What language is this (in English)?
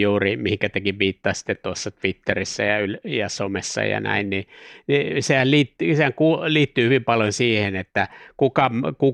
Finnish